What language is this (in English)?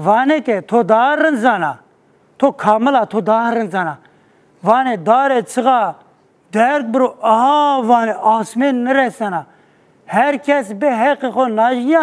Zaza